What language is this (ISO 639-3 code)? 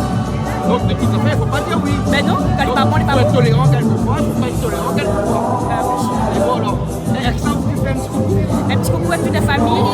rcf